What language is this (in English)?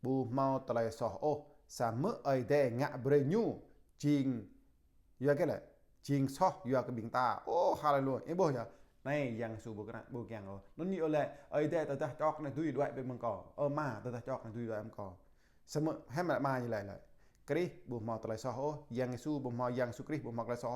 Jarai